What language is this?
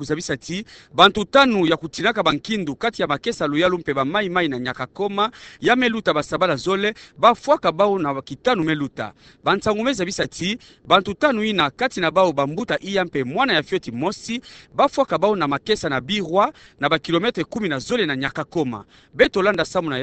Kituba (Democratic Republic of Congo)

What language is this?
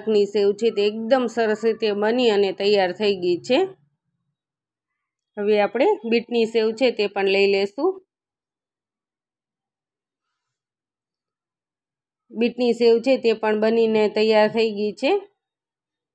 Gujarati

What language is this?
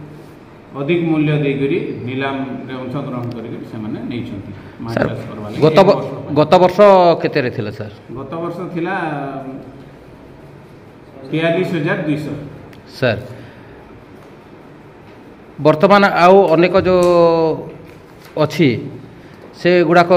Odia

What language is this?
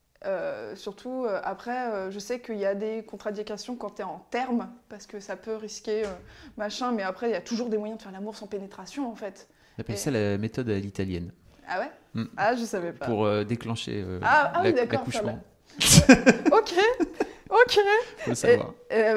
French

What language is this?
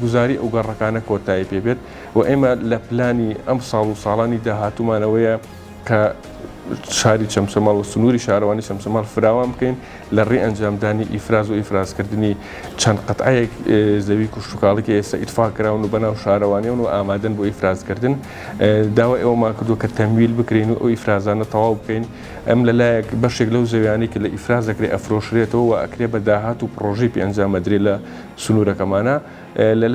Central Kurdish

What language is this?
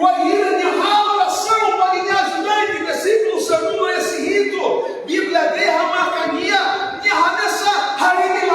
Tetum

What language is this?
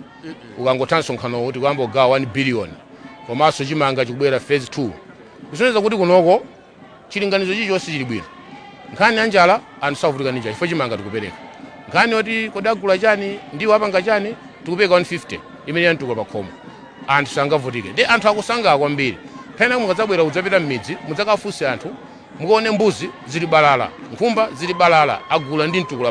Nyanja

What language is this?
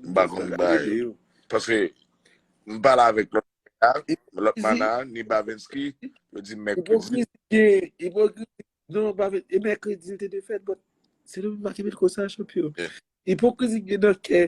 Haitian Creole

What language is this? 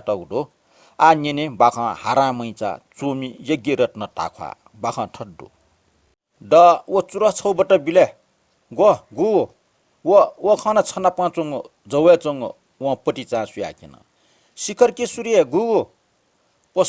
Newari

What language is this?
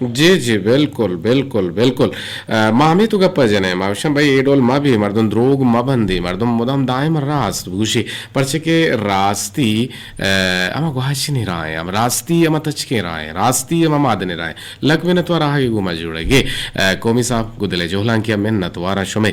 Eastern Balochi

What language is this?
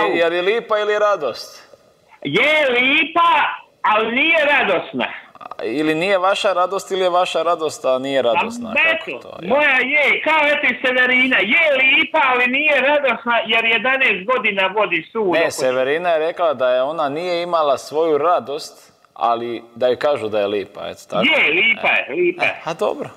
Croatian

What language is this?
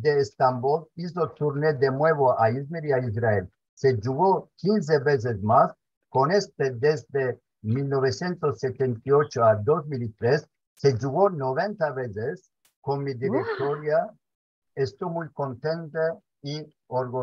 Ladino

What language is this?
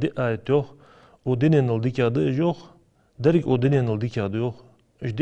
Ingush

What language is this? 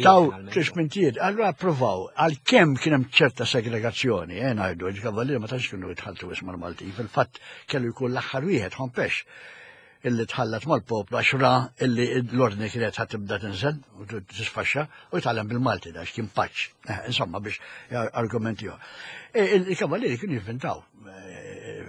Maltese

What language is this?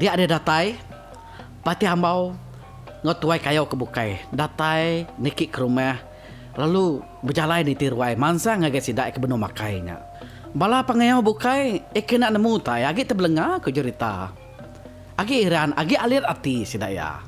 Iban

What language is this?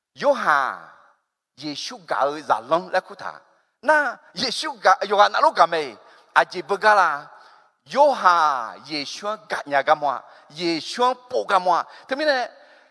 Akha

